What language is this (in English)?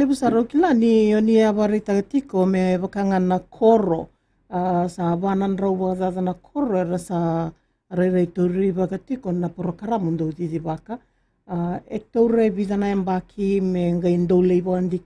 Fijian